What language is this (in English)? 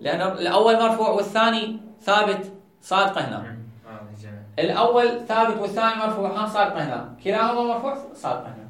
Mesopotamian Arabic